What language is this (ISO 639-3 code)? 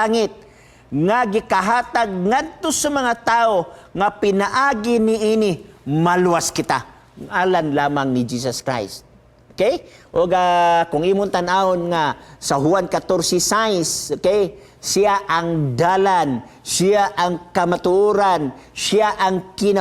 ceb